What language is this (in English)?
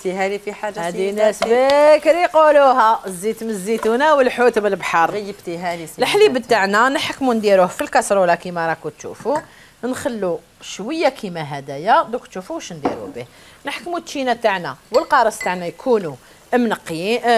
Algerian Arabic